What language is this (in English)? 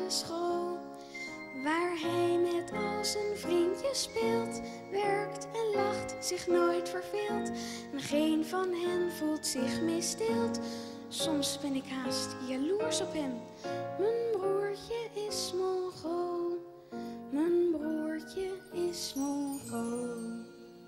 Dutch